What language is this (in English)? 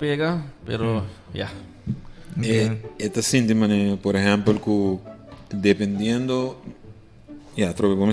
Papiamento